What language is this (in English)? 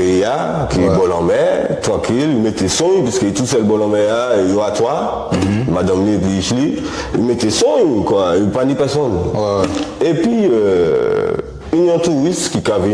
Guadeloupean Creole French